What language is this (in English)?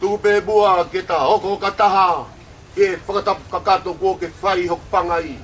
Tongan